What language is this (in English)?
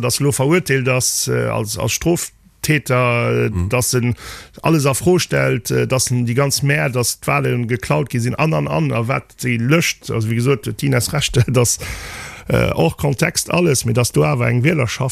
Luxembourgish